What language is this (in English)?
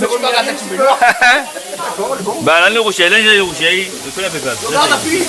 Réunion Creole French